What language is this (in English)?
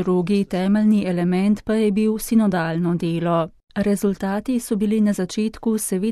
Slovenian